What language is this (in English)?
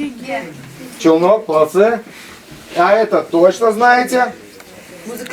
Chuvash